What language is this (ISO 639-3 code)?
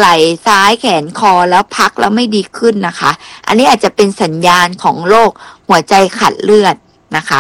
tha